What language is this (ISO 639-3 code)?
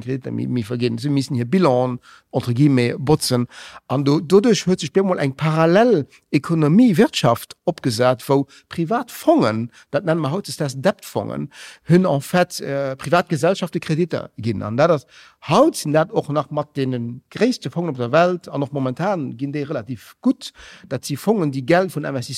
ltz